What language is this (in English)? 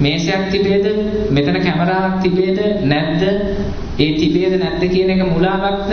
Sinhala